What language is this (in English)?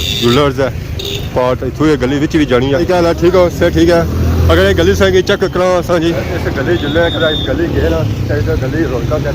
Pahari-Potwari